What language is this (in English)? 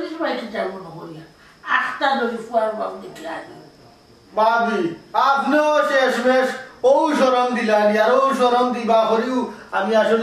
Sylheti